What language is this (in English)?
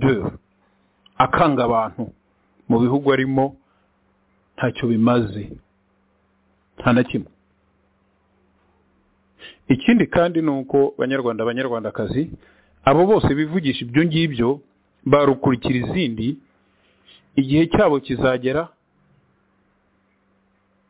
Kinyarwanda